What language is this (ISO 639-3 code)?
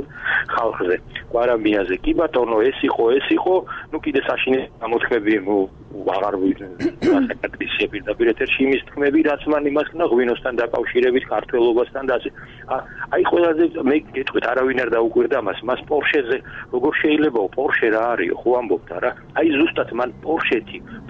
kat